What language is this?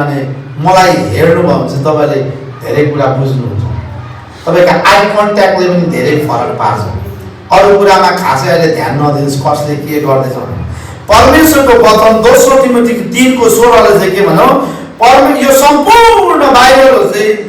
Nepali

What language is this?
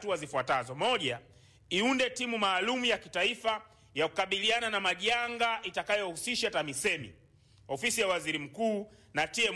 Swahili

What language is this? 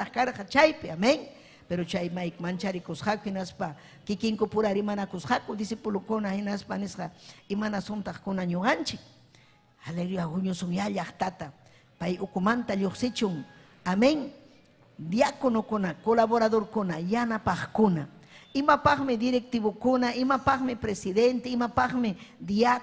Ayacucho Quechua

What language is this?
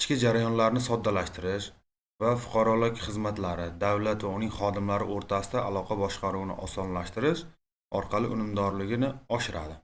Uzbek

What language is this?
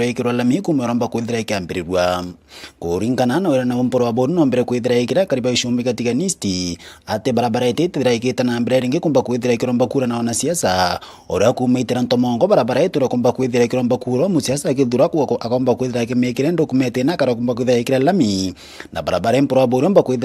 Meru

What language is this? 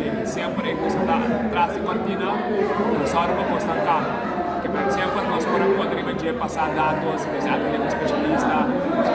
Papiamento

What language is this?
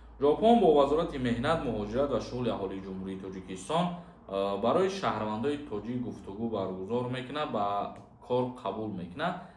Tajik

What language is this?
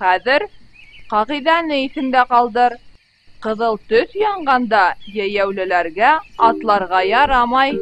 Bashkir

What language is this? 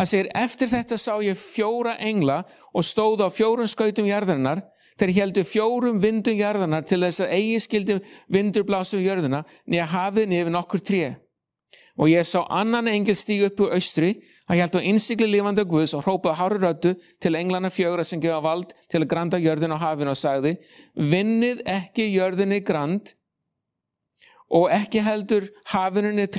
Icelandic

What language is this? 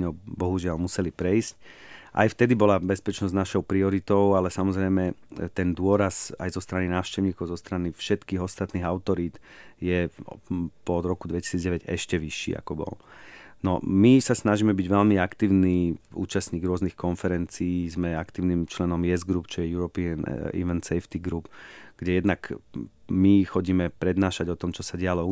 Slovak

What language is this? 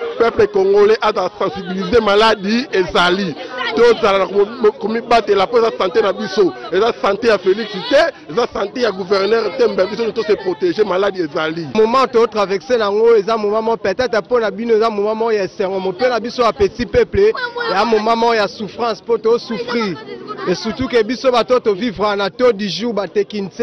Lingala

